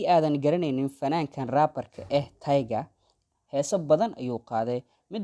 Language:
Somali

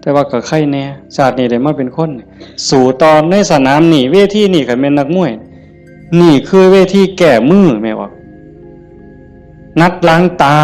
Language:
Northeastern Thai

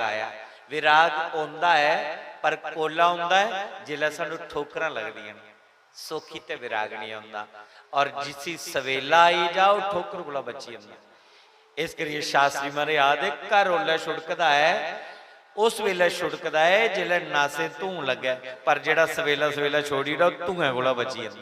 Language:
Dogri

